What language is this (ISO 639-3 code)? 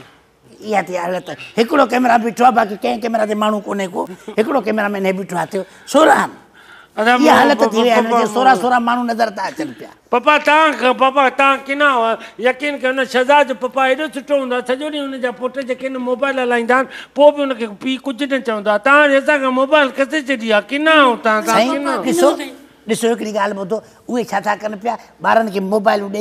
snd